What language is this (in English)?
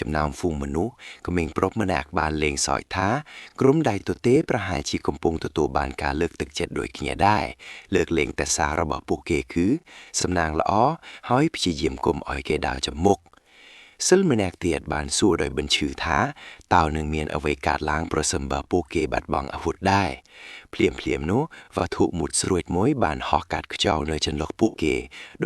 Khmer